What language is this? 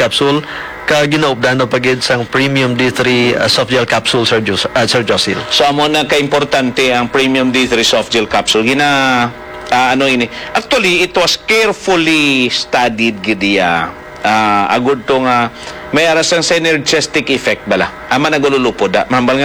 Hiligaynon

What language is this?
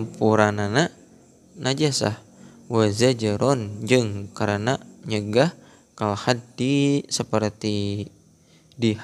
Sundanese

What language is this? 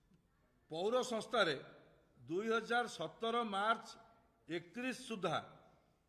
Odia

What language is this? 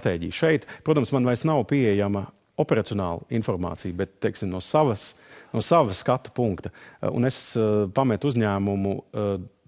Latvian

